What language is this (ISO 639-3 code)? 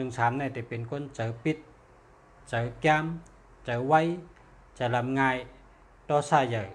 shn